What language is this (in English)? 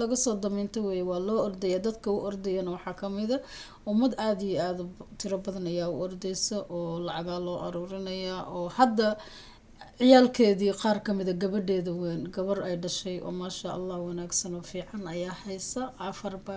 Somali